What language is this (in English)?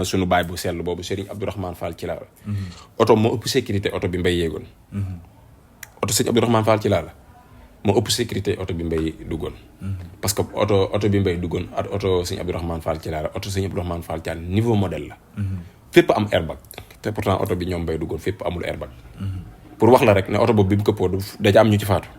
Wolof